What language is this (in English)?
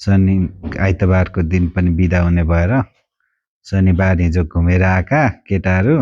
Nepali